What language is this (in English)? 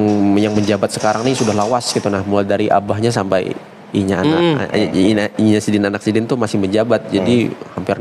Banjar